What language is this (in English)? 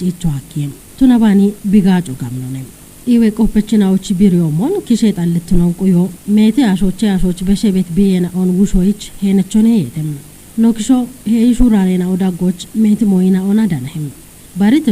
Kafa